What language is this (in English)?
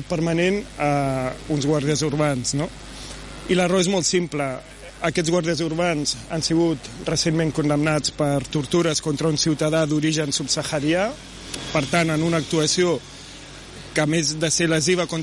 Catalan